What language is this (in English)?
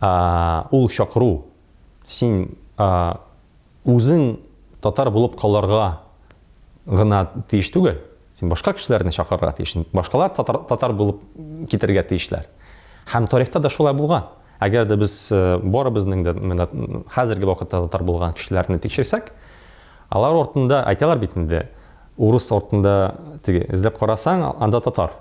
Tatar